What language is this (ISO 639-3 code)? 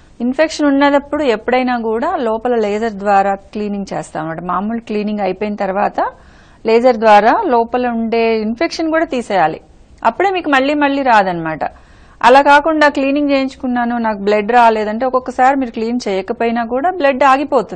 tel